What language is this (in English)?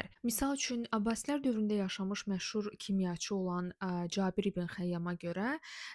Azerbaijani